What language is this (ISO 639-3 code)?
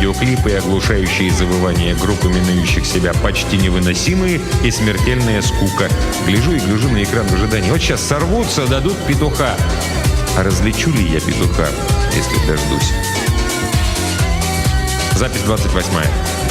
rus